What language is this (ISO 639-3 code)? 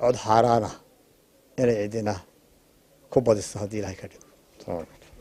som